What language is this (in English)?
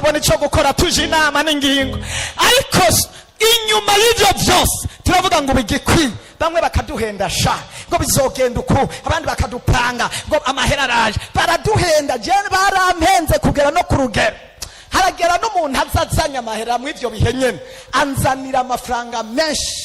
Rundi